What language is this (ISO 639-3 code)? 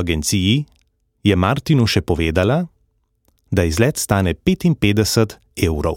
slv